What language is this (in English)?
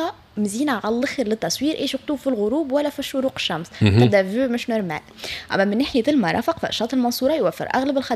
Tunisian Arabic